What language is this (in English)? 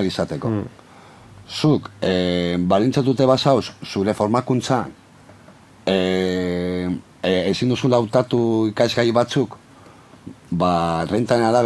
Basque